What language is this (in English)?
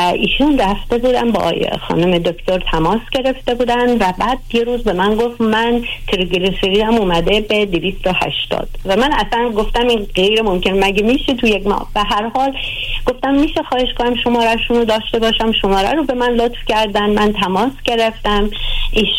Persian